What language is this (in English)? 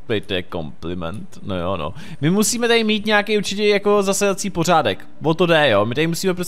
Czech